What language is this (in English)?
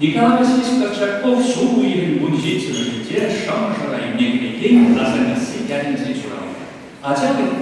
Chuvash